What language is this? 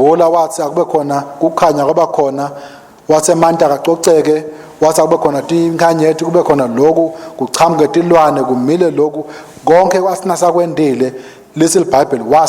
Swati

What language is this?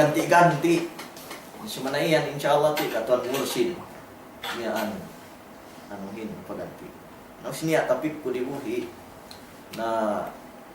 Yakan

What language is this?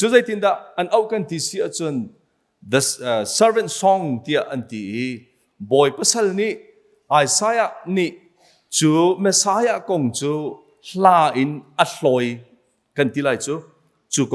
Hakha Chin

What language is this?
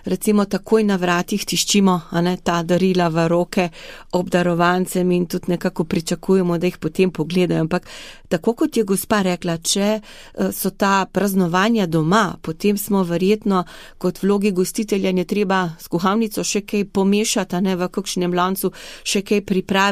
Slovenian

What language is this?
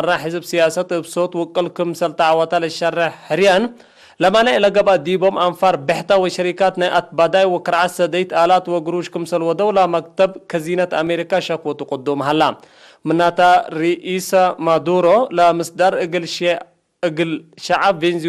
Tigre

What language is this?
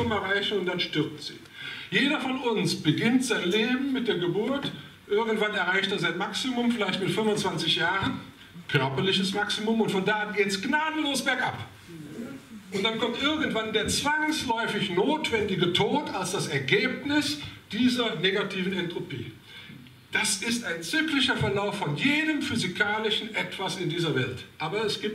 German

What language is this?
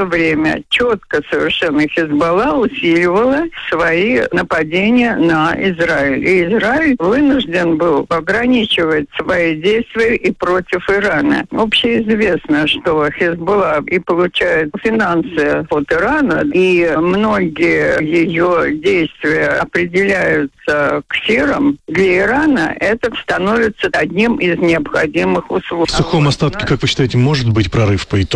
Russian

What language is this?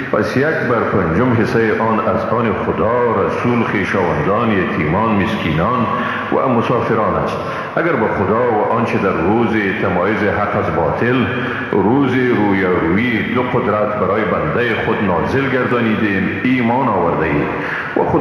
Persian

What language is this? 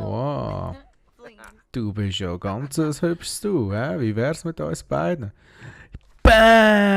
Swiss German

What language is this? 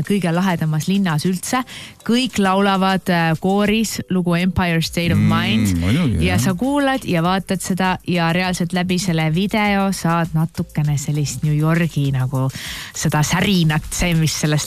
Estonian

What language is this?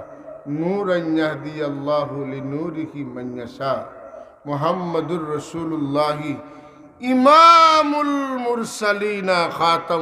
Sylheti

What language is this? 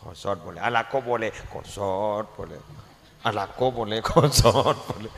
Madurese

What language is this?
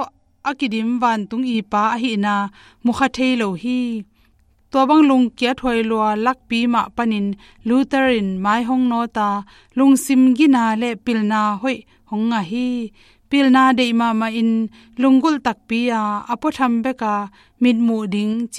Tedim Chin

